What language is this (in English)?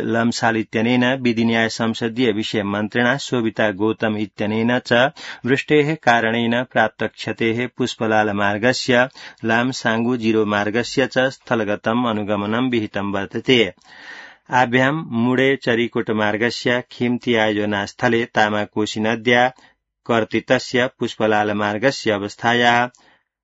Sanskrit